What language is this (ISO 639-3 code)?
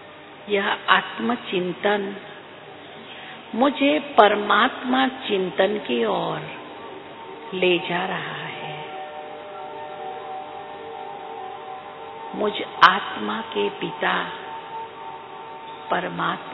hin